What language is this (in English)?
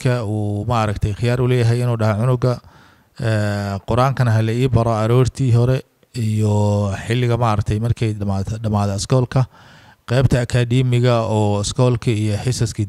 Somali